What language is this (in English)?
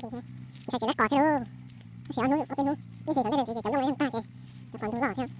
Hmong